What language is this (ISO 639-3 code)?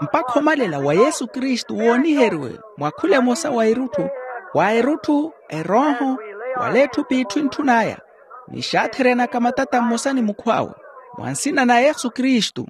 vmw